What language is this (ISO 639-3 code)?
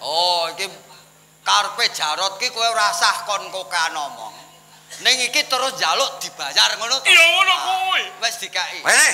jav